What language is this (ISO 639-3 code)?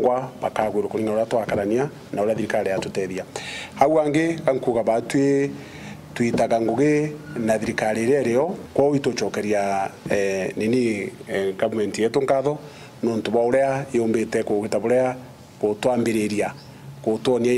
mer